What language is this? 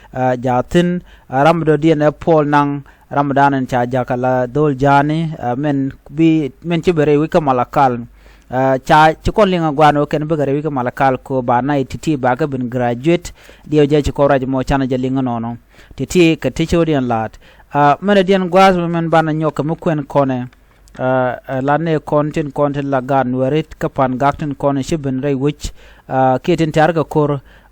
Nuer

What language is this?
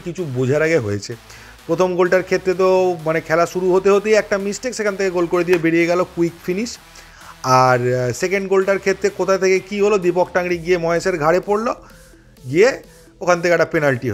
Bangla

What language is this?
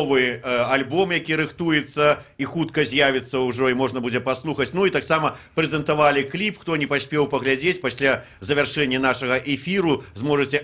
Belarusian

